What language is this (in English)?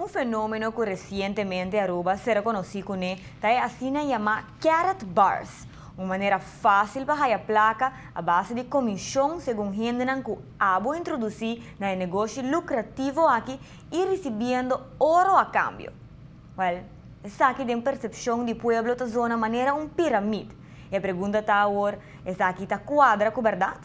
Papiamento